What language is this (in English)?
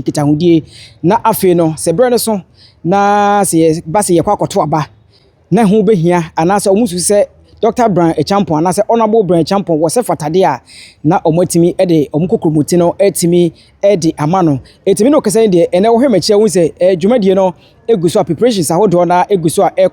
Akan